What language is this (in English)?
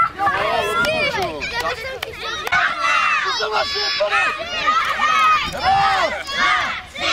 Czech